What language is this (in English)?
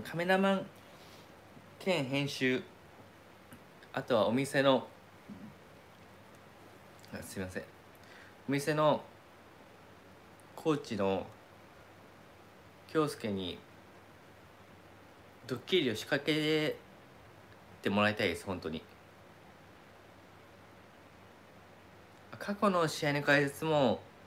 Japanese